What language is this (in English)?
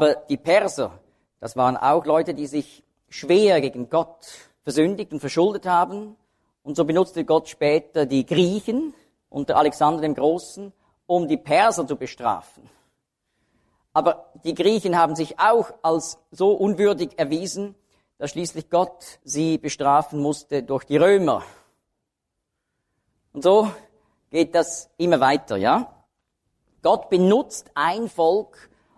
German